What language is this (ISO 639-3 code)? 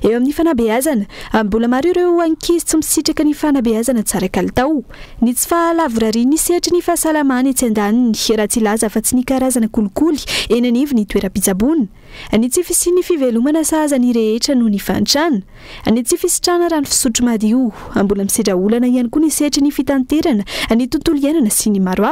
mlg